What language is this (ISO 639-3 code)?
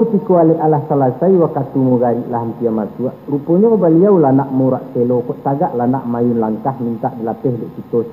min